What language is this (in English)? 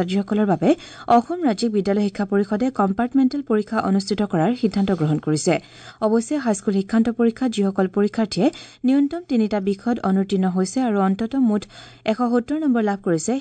Assamese